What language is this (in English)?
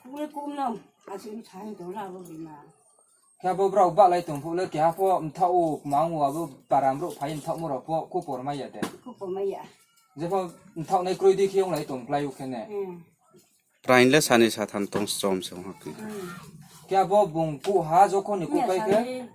Riang (India)